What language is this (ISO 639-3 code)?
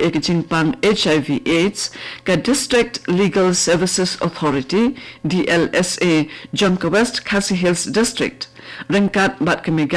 kha